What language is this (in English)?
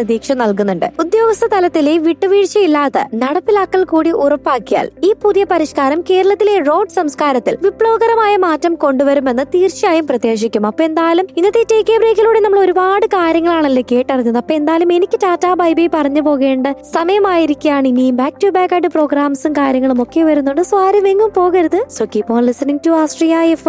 Malayalam